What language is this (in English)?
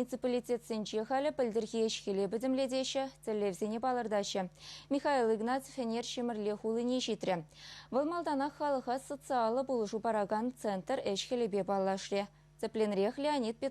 Chuvash